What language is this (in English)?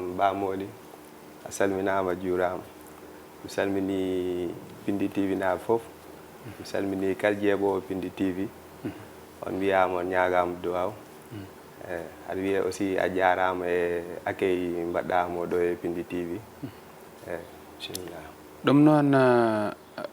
Fula